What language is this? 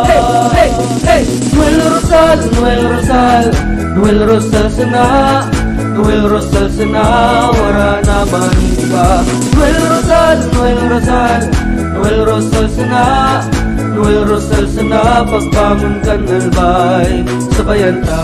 Bikol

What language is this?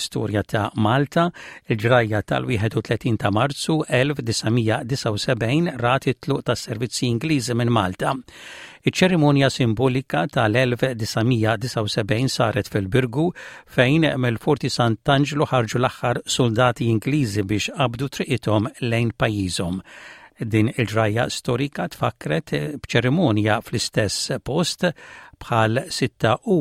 Maltese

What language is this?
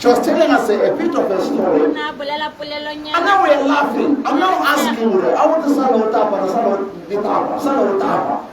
Tswana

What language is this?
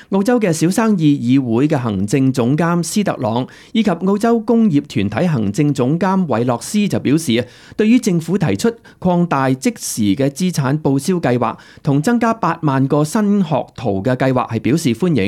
Cantonese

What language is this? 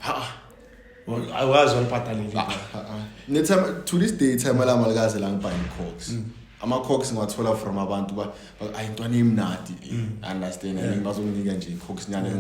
Zulu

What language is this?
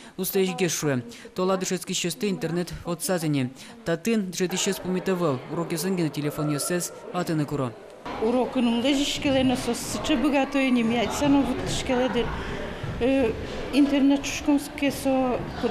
Udmurt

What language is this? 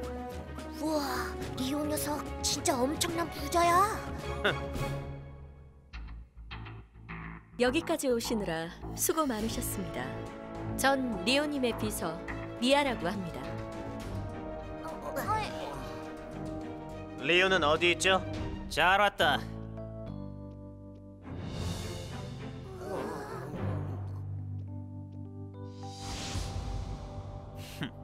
Korean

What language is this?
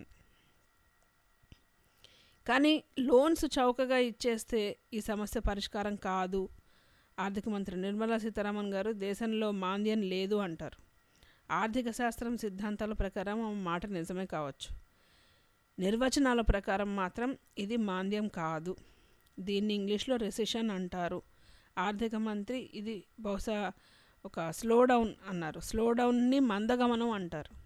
Telugu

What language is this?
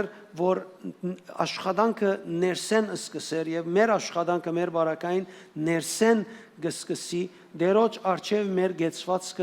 Western Armenian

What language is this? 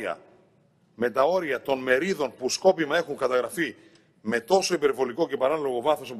Greek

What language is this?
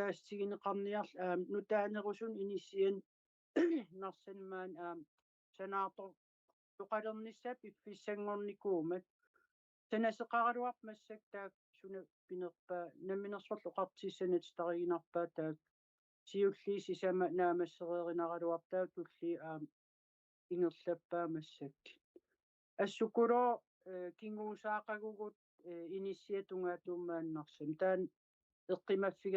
Kalaallisut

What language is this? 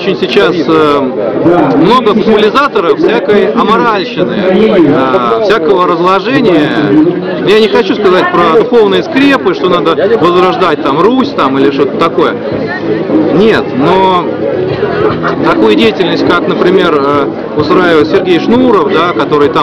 Russian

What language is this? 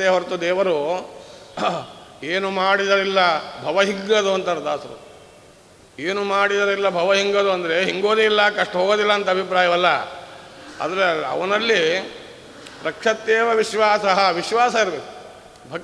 Kannada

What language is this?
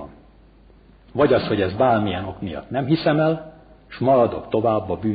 Hungarian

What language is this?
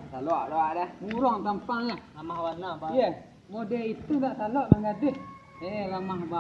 Minangkabau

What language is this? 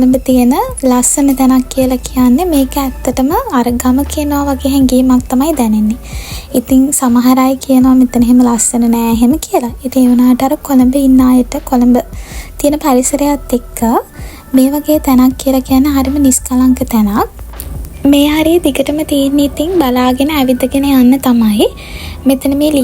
Sinhala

